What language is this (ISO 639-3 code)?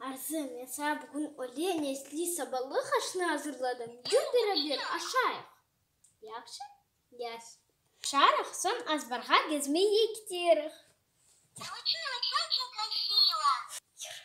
crh